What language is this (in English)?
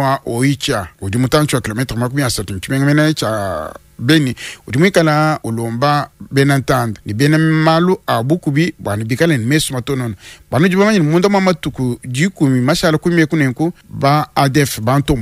Luba-Lulua